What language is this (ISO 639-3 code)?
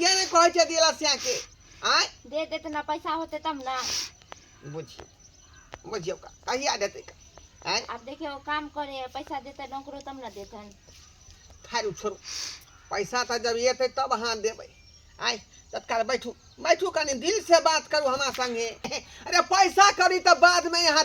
mai